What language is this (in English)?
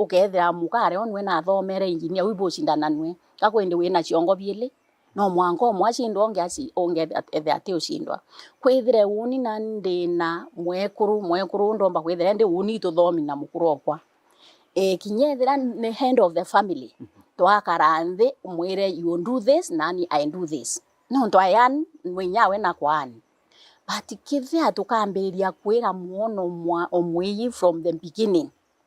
Meru